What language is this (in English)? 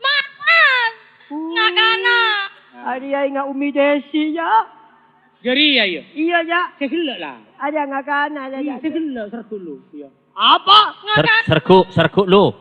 Madurese